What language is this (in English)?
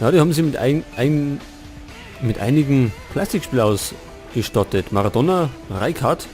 Bavarian